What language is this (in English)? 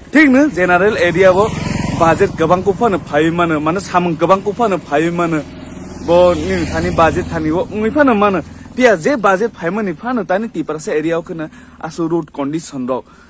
Kok Borok